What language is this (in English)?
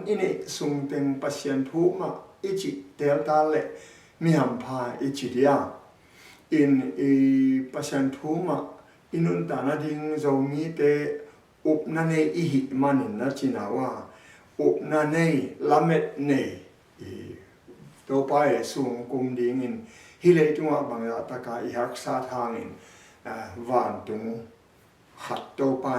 Tedim Chin